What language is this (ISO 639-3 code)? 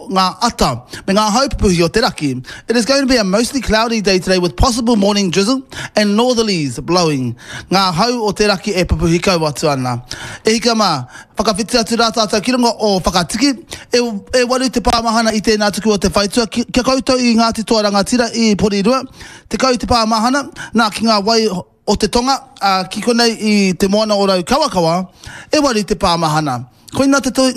mri